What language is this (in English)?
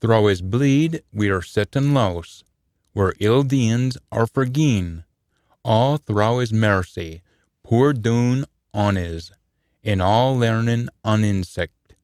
Scots